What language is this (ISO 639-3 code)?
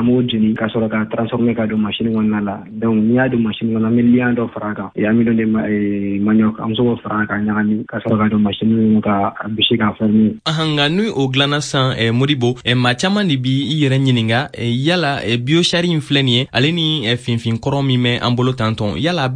bam